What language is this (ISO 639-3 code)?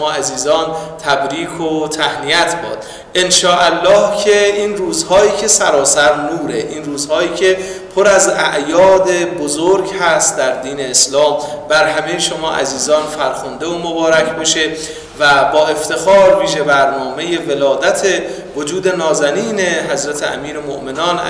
fas